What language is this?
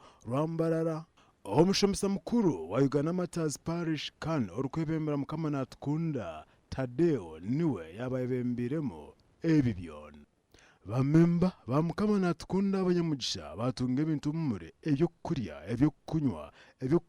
Nyankole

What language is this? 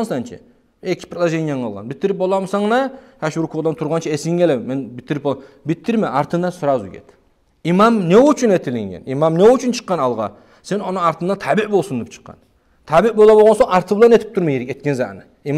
Kumyk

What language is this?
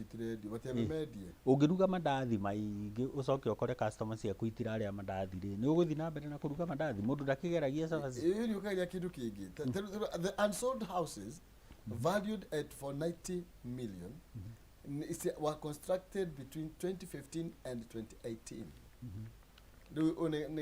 Kikuyu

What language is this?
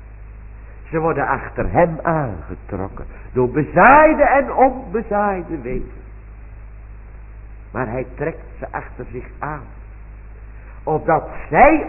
Dutch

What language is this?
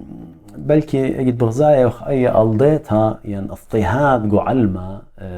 Assyrian Neo-Aramaic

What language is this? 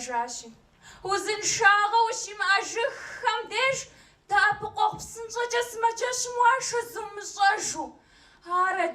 Kabardian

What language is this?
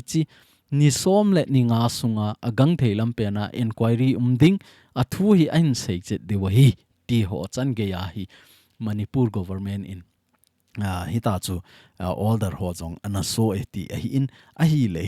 Thado Chin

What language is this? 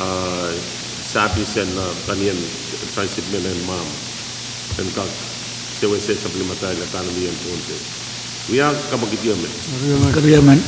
Pohnpeian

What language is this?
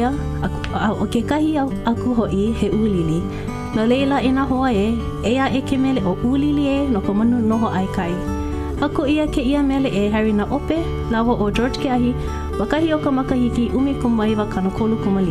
Hawaiian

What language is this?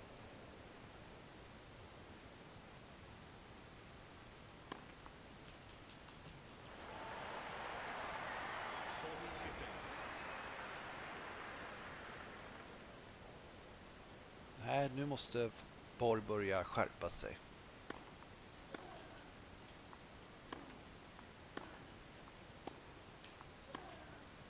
Swedish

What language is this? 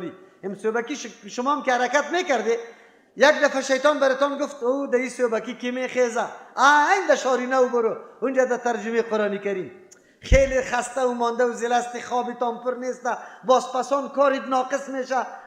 Persian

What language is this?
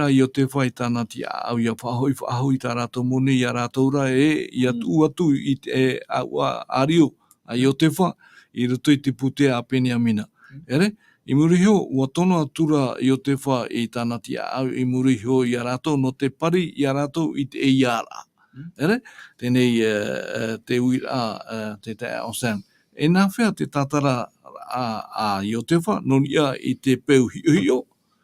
Tahitian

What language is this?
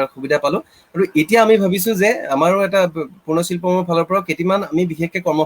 Assamese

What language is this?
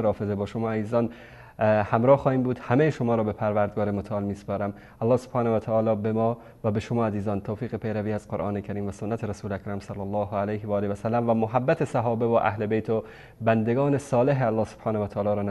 Persian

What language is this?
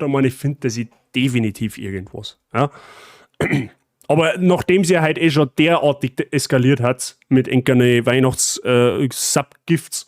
Bavarian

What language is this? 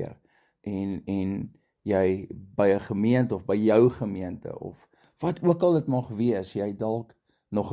Afrikaans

